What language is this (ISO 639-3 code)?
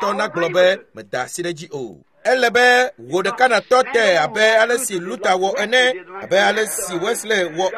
ewe